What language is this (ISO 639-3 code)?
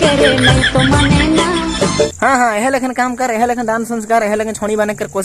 sck